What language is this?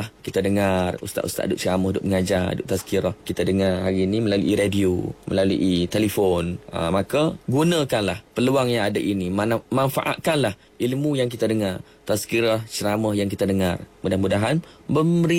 Malay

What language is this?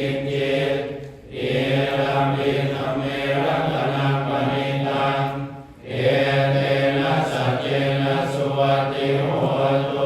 Pali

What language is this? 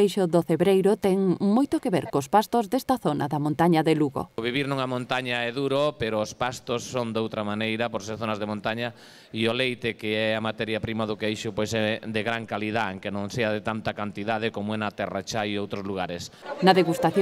Galician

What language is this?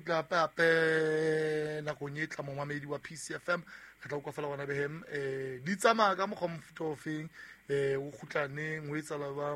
Southern Sotho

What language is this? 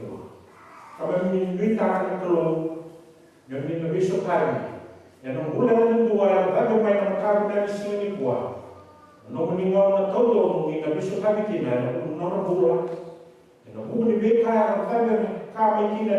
Fijian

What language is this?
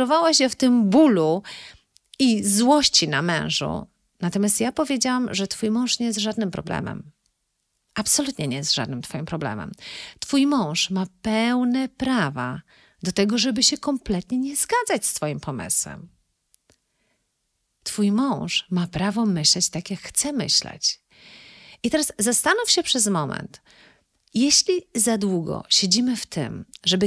Polish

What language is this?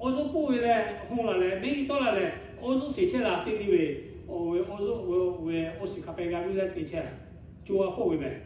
Lahu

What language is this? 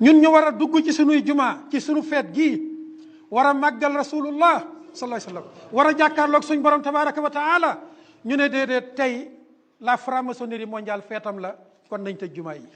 Wolof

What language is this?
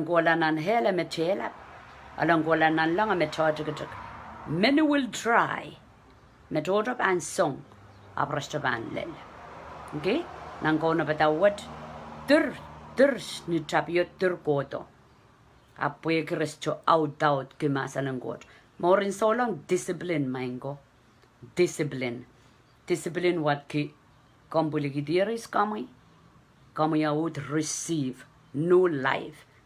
Pohnpeian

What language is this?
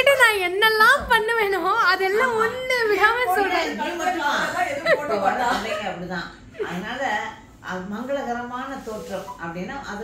Tamil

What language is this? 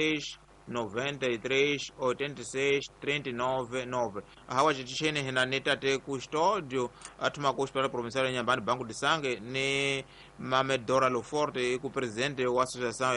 Tsonga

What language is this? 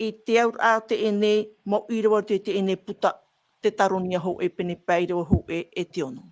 Tahitian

